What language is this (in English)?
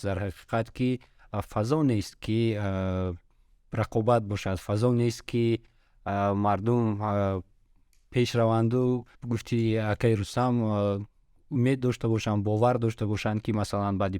Tajik